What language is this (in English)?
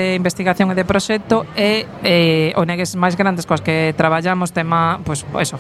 Galician